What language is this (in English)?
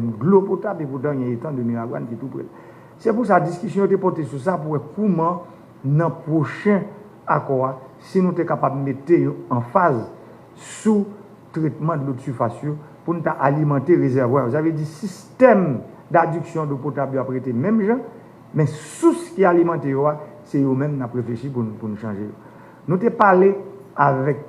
Haitian Creole